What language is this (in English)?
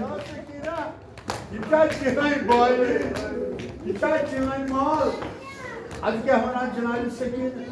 Kashmiri